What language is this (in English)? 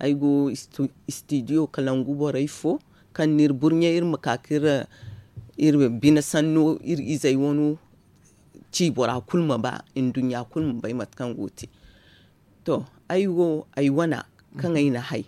Zarma